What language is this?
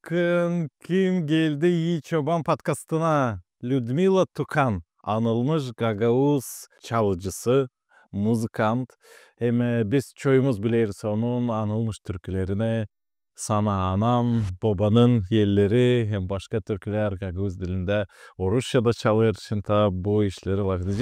Gagauz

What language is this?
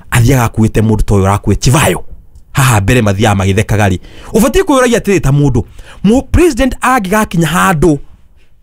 Kikuyu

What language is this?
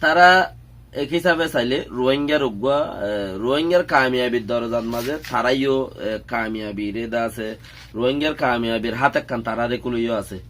Rohingya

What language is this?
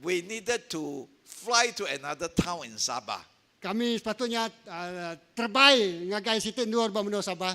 Iban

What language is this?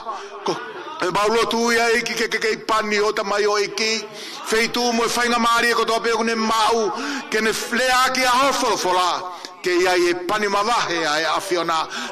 Tongan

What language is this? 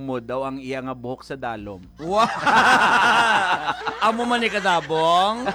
Hiligaynon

